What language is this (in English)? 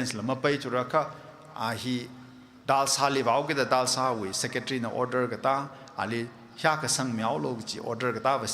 Tangkhul Naga (India)